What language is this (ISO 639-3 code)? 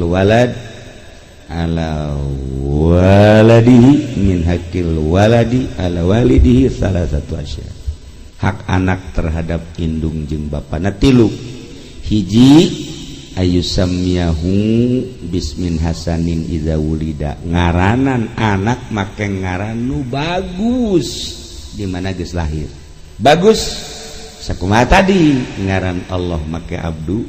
sun